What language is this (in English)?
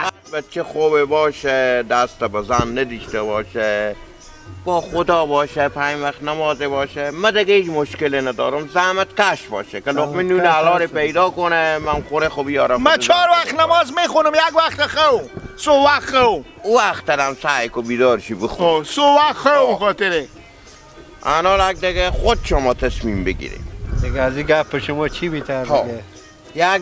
Persian